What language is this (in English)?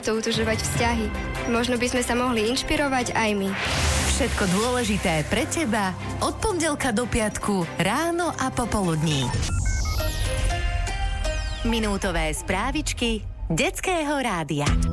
Slovak